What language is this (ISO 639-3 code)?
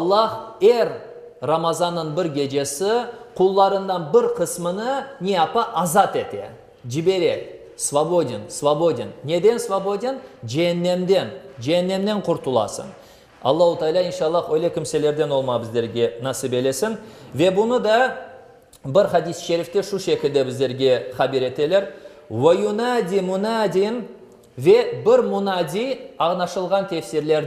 crh